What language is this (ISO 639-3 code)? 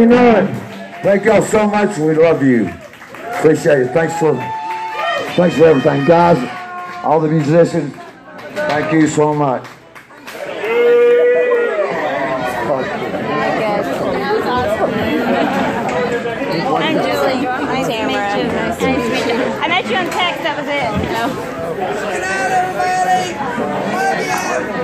eng